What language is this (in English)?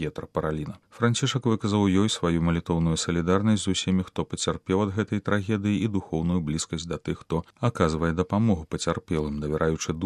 Belarusian